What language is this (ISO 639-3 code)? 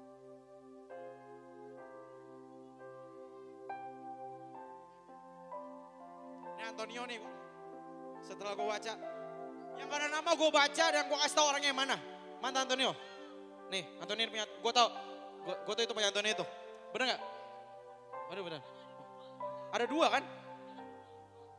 ind